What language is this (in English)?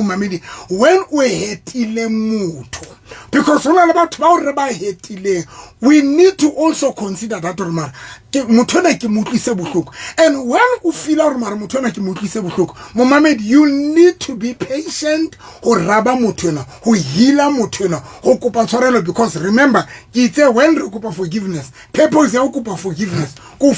Southern Sotho